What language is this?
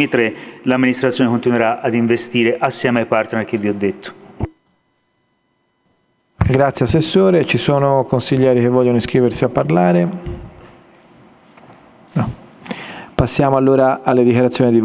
Italian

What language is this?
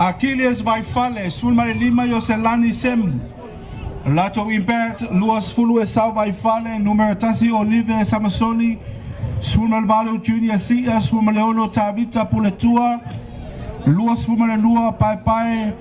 Samoan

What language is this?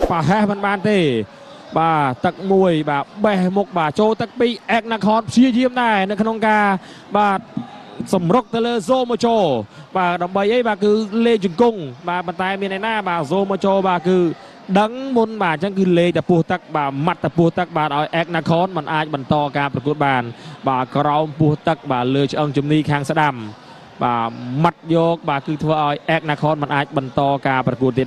Khmer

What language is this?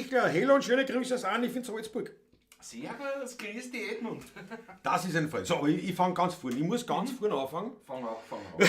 Bavarian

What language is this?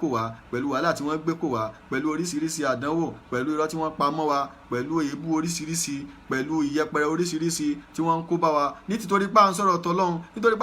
Yoruba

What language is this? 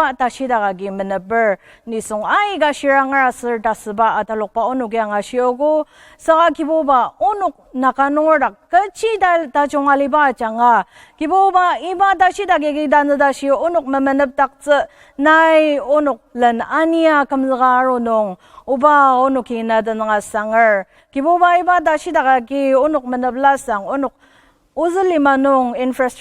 Ao Naga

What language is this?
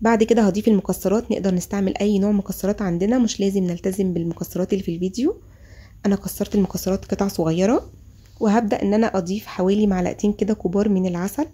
Egyptian Arabic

